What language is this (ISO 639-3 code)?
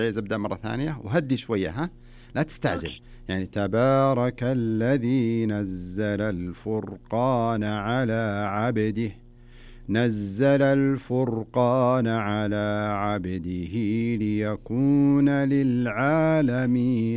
ars